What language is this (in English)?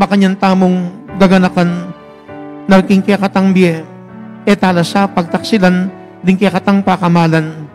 Pampanga